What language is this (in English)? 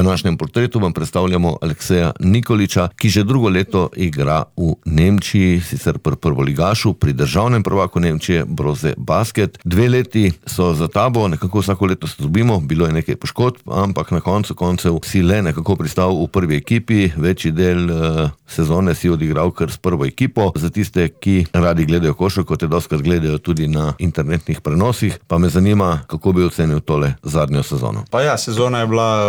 Slovenian